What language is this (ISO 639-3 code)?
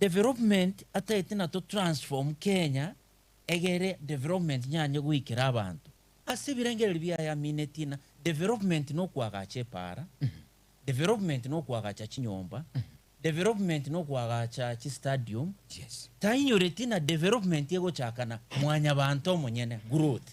guz